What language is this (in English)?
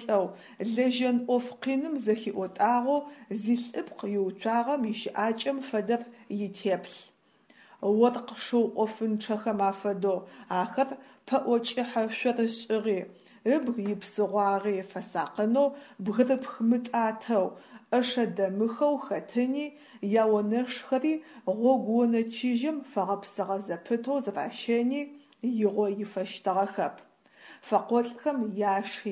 Adyghe